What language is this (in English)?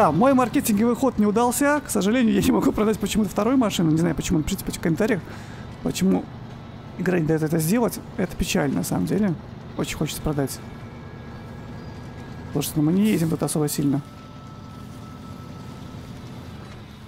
Russian